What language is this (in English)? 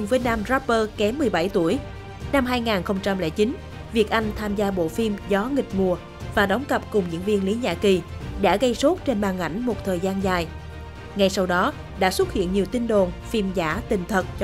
Vietnamese